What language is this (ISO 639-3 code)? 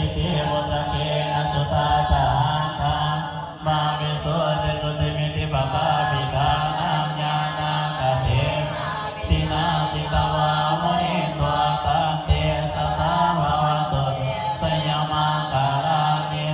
pli